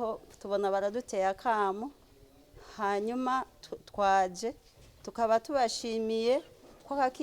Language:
Rundi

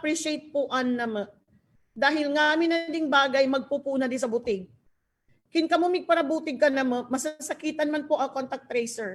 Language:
Bikol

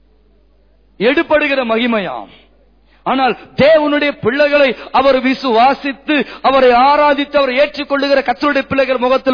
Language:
Tamil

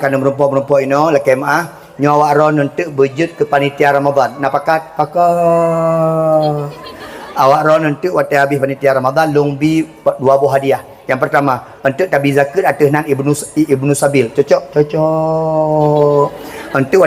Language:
Achinese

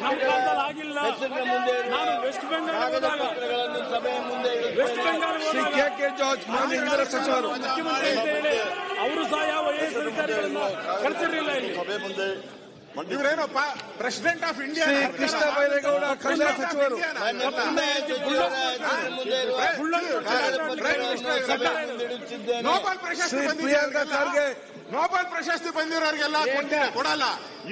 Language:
Kannada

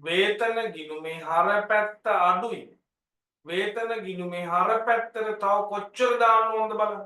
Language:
Sinhala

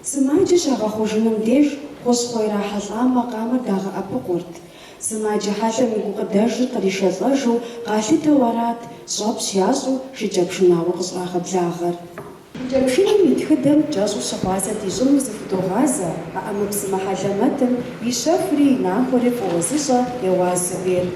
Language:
Kabardian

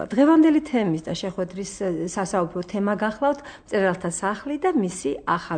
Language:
Georgian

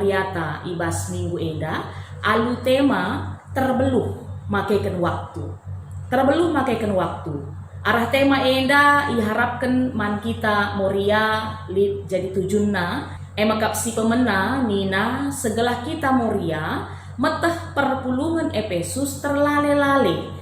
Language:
Batak Karo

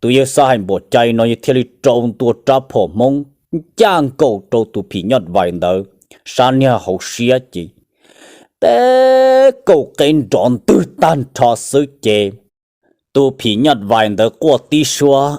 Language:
Hmong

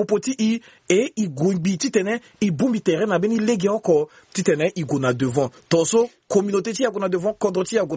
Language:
Sango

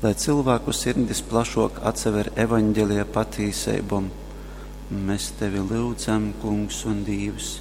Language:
Latgalian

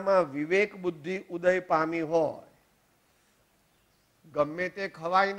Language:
Gujarati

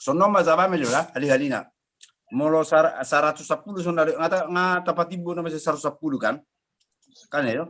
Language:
Batak Toba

